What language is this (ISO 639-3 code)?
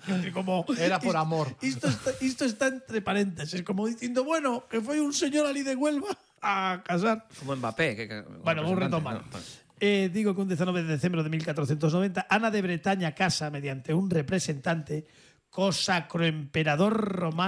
glg